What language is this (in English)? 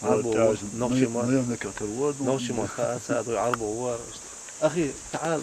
Chechen